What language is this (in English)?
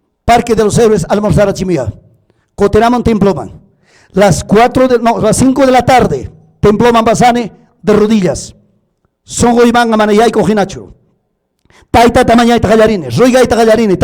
Ayacucho Quechua